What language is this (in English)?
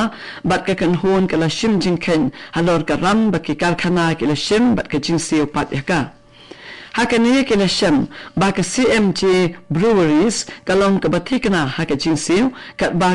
Khasi